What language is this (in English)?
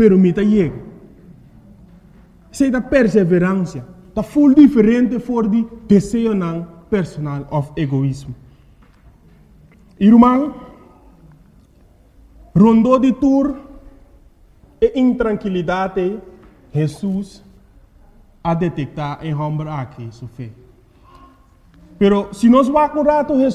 Papiamento